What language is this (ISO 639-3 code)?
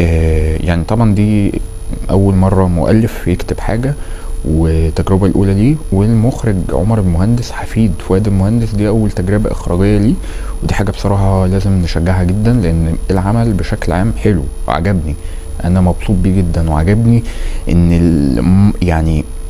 arz